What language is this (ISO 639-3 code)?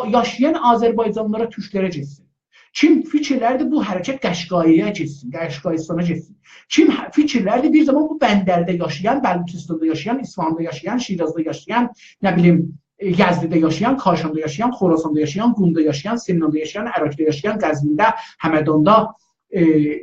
azb